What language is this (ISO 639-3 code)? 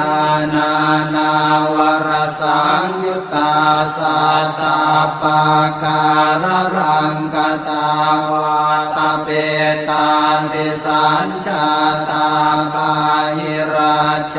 pli